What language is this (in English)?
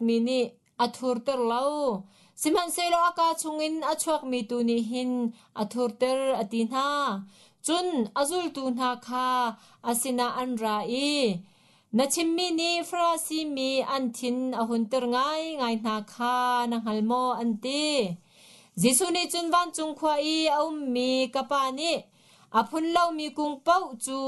Hakha Chin